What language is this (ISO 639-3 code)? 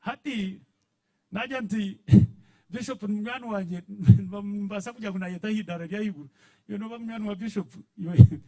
nyn